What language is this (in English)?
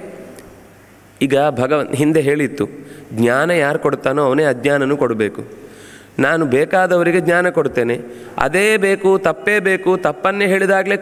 Kannada